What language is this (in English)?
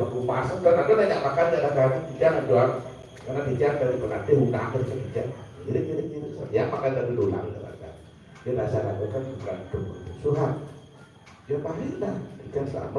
Balinese